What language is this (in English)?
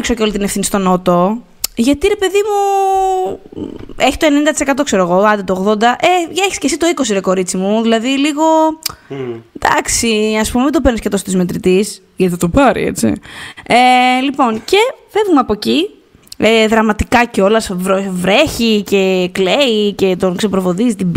Greek